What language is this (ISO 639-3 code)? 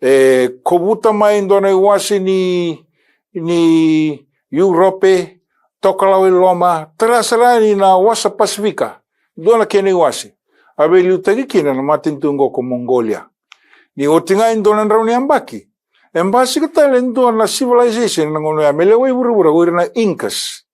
fij